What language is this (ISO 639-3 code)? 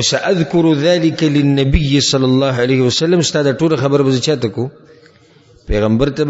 pus